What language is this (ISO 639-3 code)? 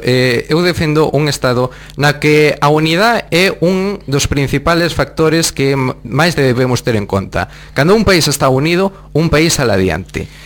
glg